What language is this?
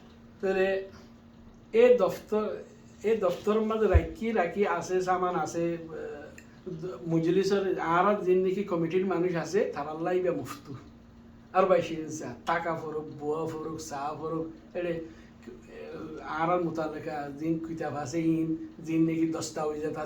Rohingya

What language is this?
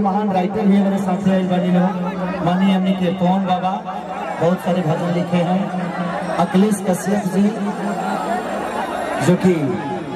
Bhojpuri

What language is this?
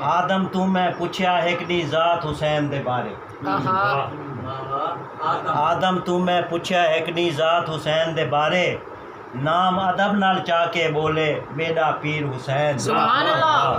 Saraiki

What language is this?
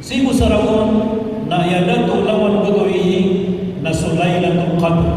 Maranao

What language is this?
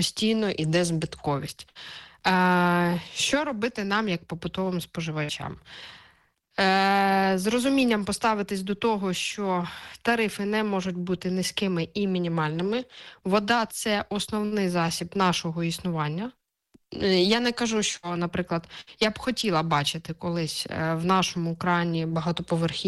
Ukrainian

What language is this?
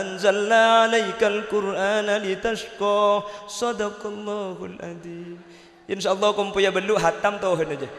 Madurese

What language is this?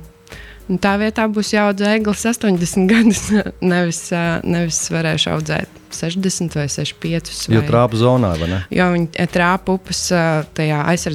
Latvian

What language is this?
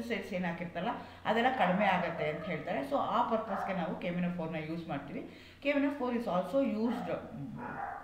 Kannada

